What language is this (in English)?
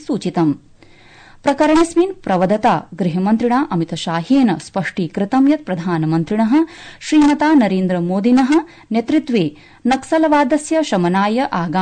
Sanskrit